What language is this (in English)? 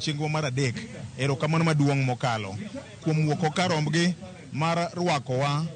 Luo (Kenya and Tanzania)